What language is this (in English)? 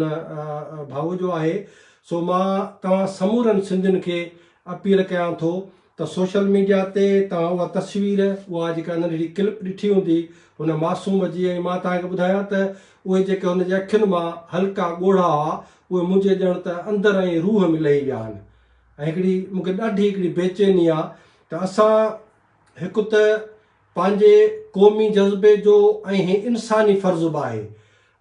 Sindhi